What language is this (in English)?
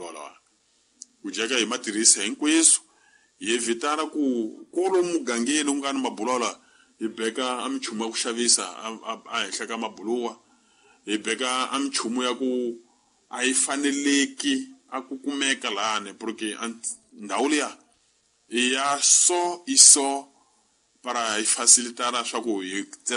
Tsonga